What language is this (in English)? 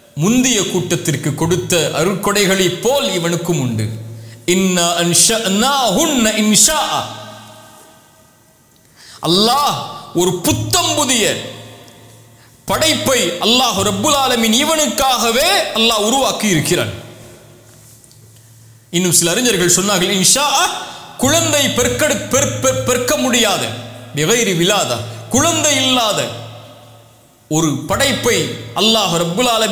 Tamil